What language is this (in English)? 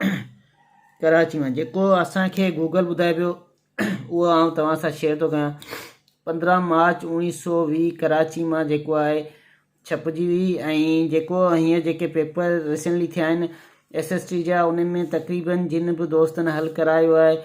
Sindhi